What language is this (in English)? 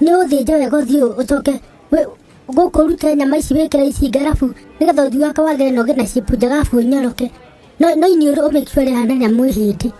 Kikuyu